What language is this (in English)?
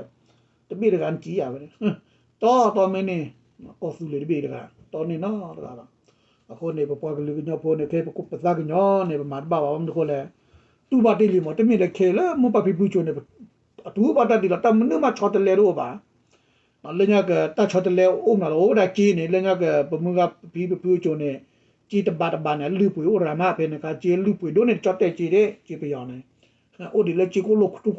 S'gaw Karen